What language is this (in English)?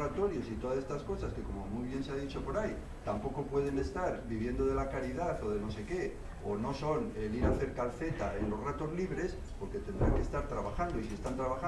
Spanish